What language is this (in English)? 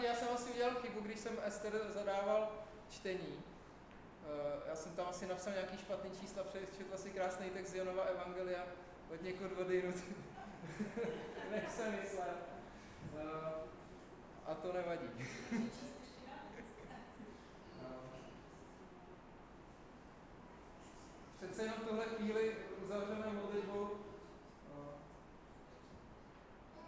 Czech